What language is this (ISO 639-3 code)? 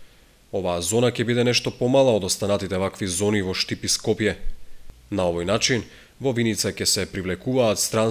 mkd